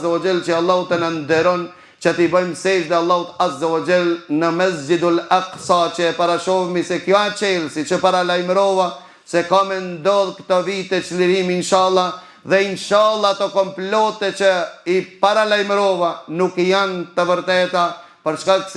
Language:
Albanian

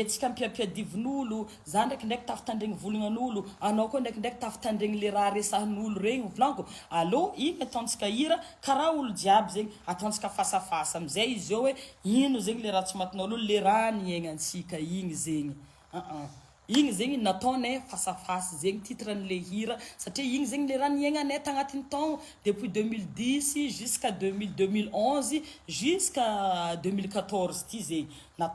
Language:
Malagasy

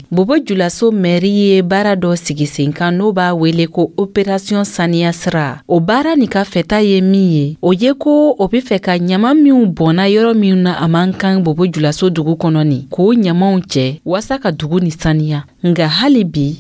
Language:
Dyula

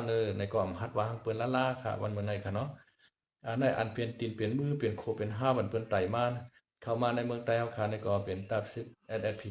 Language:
Shan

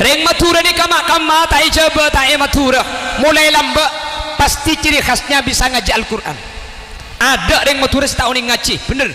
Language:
Madurese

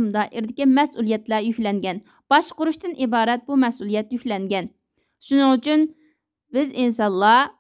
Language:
Uyghur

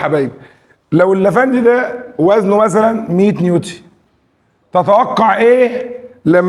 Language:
Egyptian Arabic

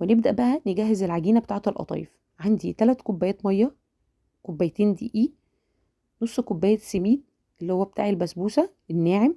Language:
Egyptian Arabic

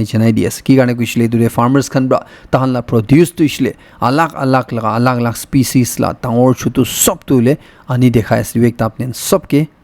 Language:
Naga Pidgin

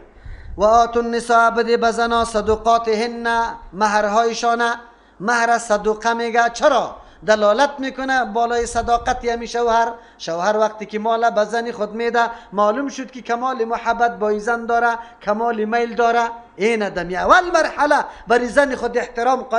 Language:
Persian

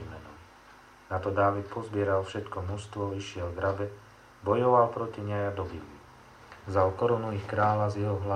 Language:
Slovak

